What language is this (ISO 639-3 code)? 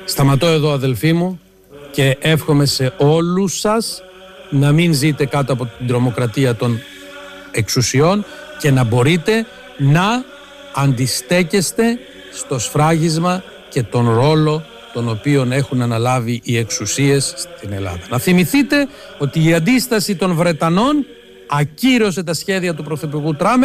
ell